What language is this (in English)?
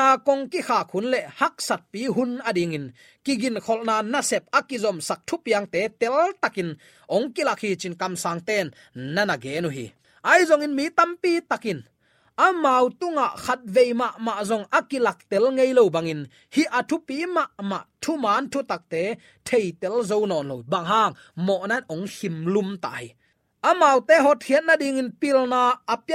Tedim Chin